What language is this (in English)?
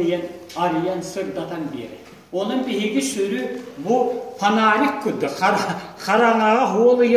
Yakut